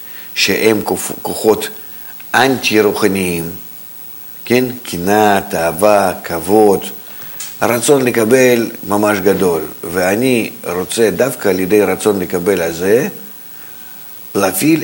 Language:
Hebrew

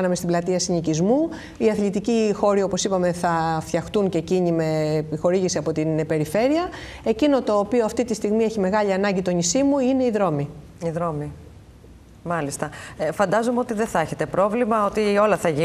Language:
Greek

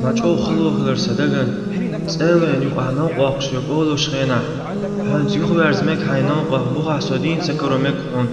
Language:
Chechen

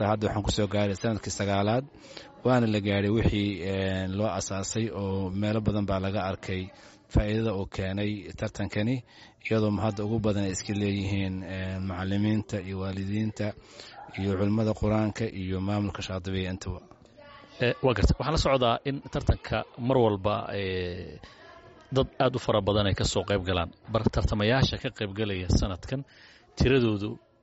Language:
Somali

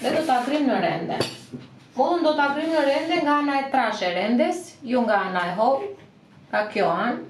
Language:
Albanian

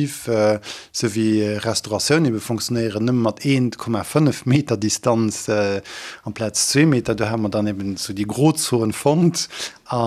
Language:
Luxembourgish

